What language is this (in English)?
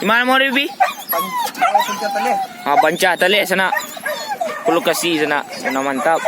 Minangkabau